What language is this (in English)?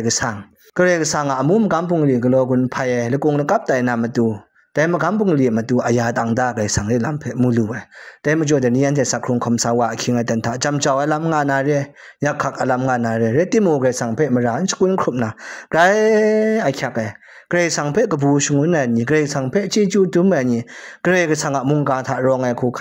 Kachin